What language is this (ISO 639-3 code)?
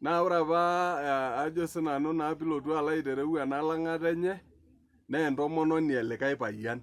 mas